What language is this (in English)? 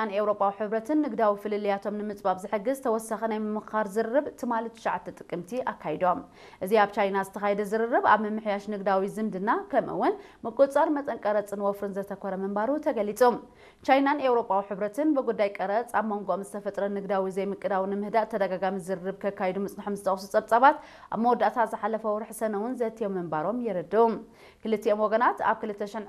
Tigrinya